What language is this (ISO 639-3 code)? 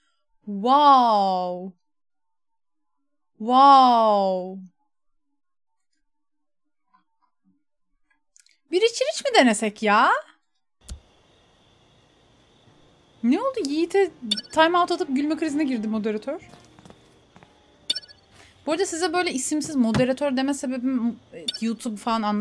tur